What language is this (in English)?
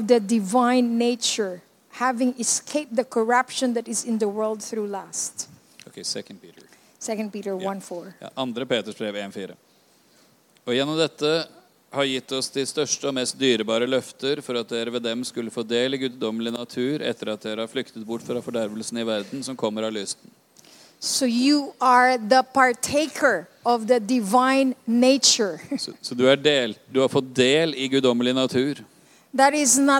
Norwegian